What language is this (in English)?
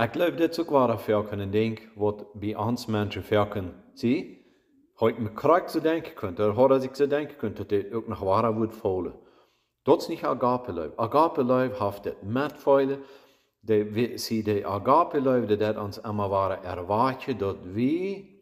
Plautdietsch